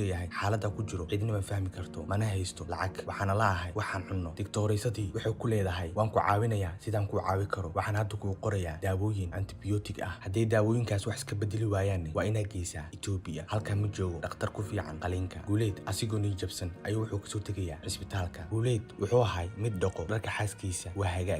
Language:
Somali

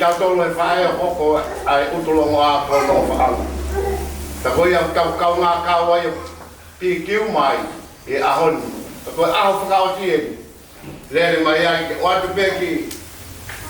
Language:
Tongan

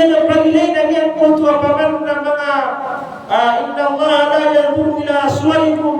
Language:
Maranao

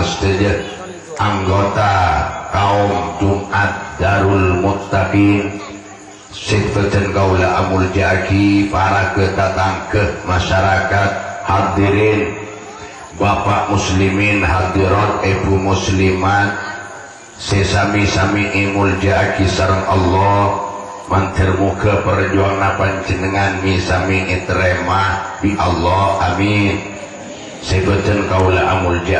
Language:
Madurese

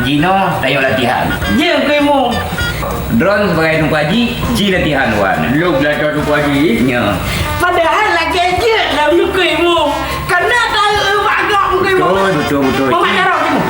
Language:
Achinese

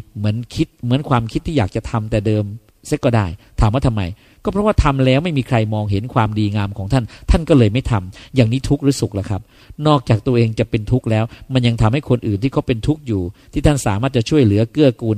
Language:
Thai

